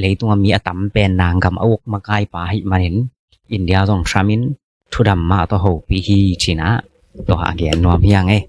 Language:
Tedim Chin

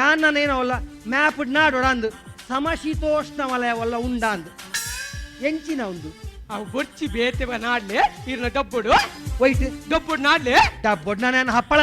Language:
Tulu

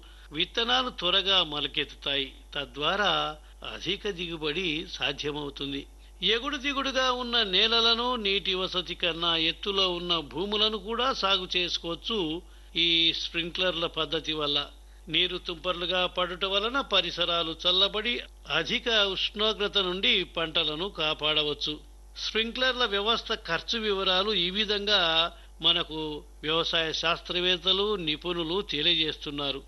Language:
Telugu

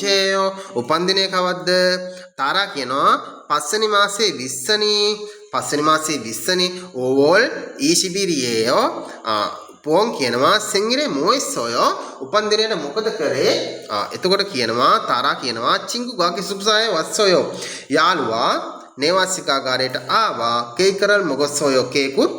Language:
Sinhala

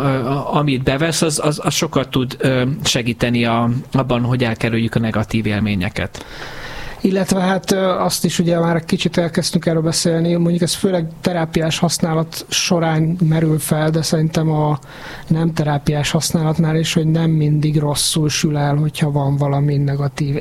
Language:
Hungarian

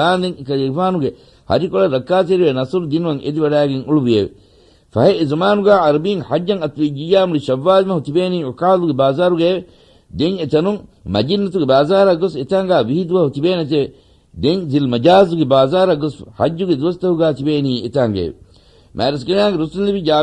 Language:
Divehi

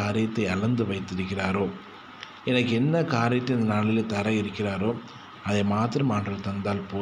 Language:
Tamil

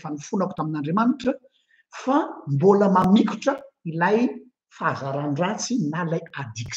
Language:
Malagasy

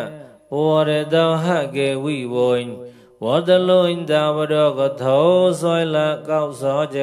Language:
Mon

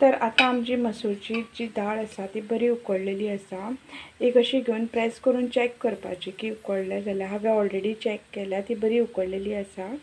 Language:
Konkani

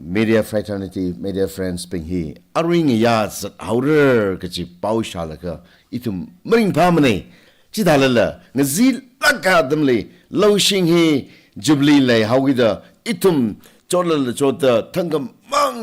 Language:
Tangkhul Naga (India)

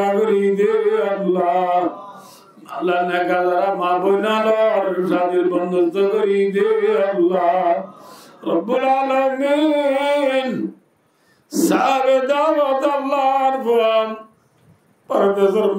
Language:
Rohingya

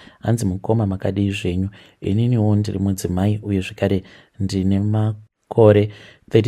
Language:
Shona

